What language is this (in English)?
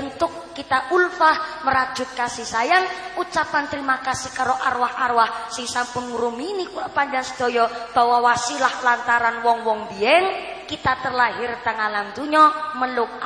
Javanese